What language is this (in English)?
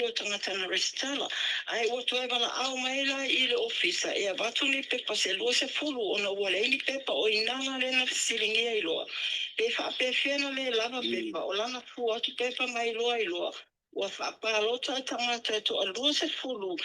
Samoan